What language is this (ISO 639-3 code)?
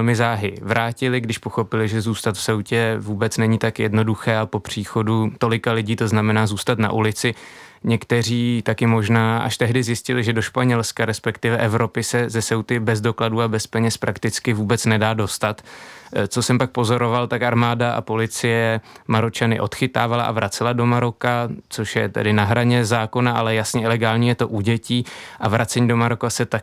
ces